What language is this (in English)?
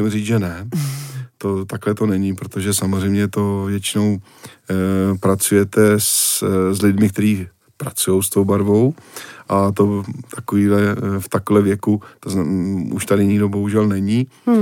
Czech